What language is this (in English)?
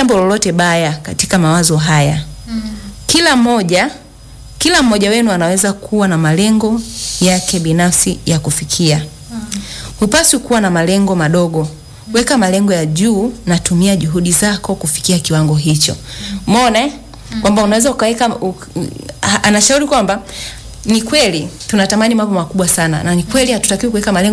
Swahili